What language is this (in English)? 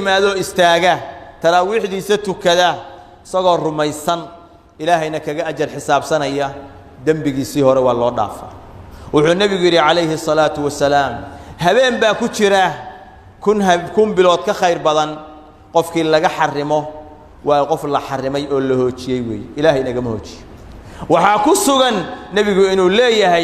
Somali